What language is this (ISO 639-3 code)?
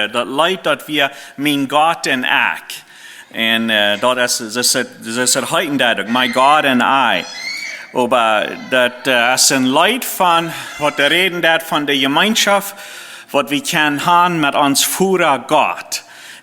pdt